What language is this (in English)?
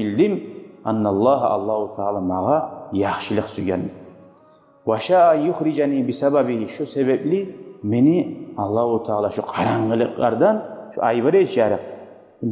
Kumyk